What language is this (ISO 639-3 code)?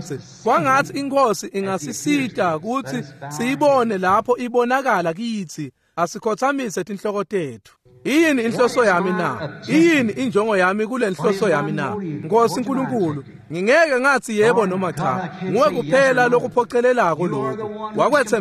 ssw